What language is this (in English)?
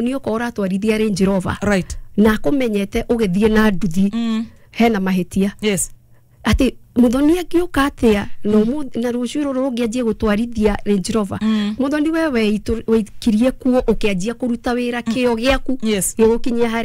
Kikuyu